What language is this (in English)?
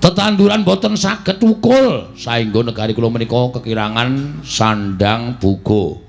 Javanese